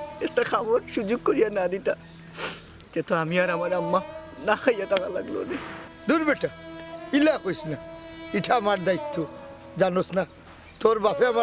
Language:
Sylheti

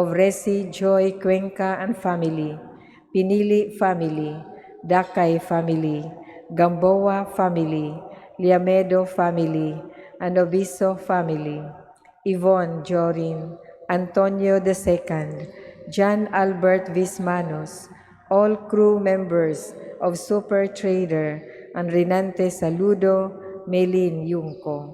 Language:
Cebuano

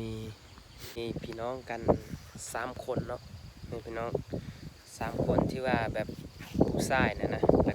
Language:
Lao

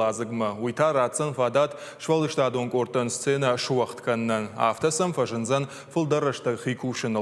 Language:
Ossetic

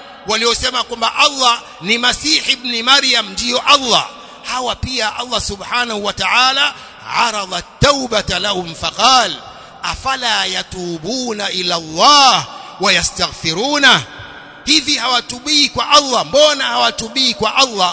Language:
Swahili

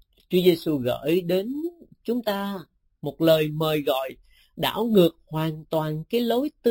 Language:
Vietnamese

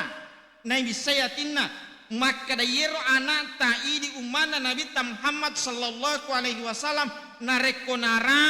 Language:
Buginese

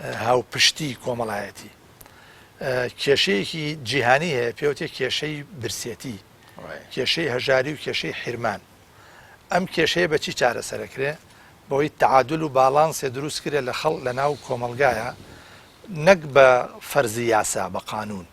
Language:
Central Kurdish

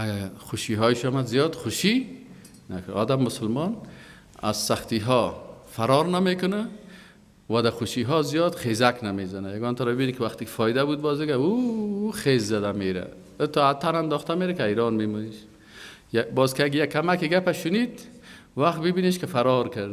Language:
Persian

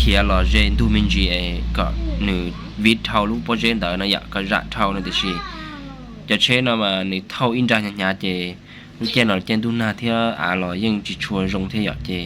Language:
Hmong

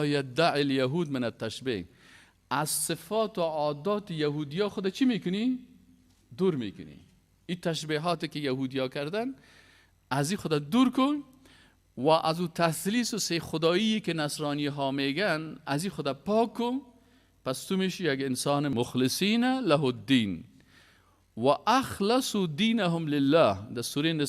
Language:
Persian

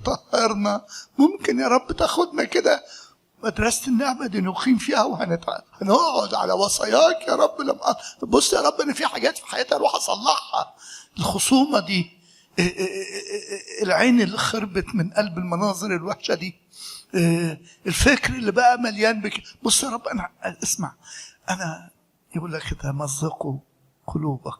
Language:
Egyptian Arabic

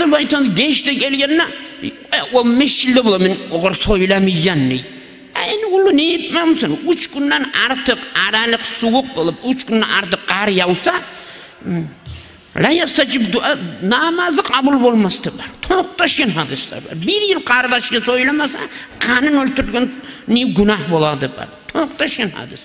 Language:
Kumyk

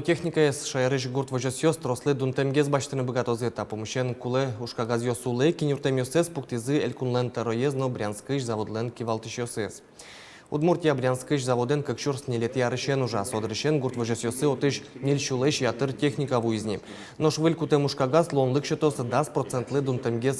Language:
Udmurt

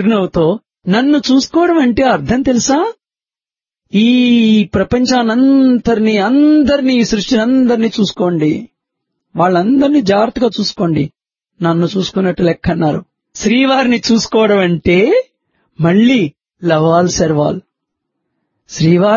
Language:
Telugu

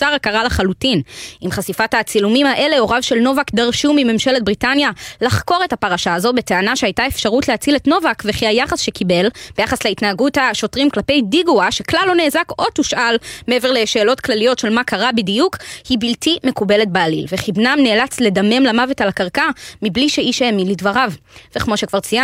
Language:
Hebrew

